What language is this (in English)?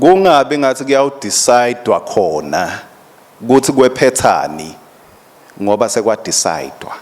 Swati